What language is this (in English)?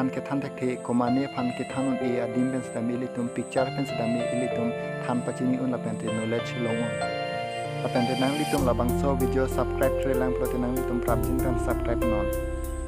Karbi